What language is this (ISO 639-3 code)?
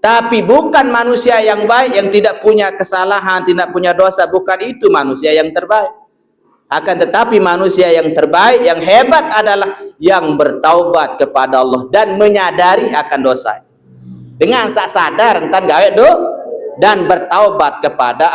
sas